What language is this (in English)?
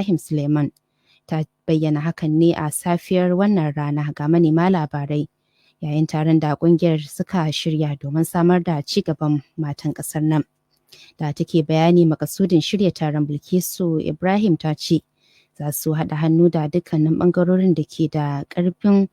Hausa